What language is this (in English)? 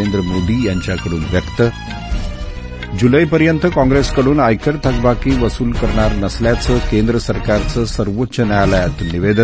Marathi